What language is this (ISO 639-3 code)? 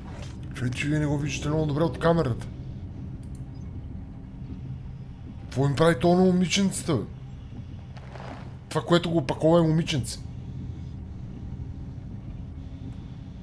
bul